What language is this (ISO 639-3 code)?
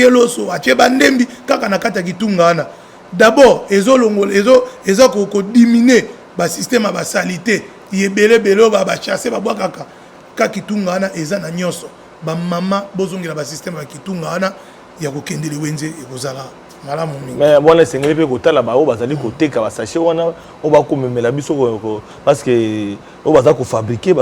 lin